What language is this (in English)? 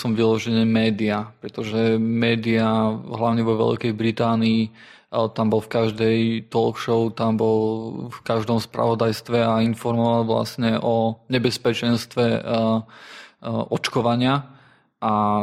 Slovak